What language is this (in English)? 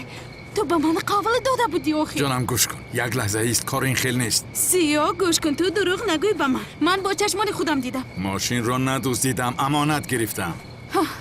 Tajik